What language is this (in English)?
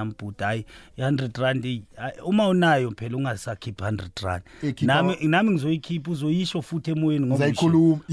South Ndebele